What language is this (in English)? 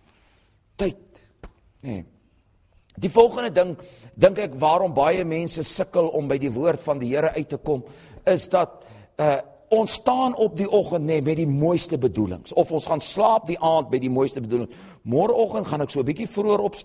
Afrikaans